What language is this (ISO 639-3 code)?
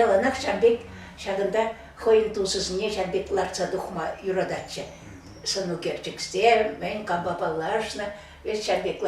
chv